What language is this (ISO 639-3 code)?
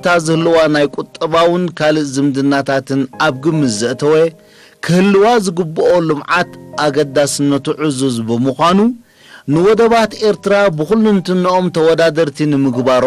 tir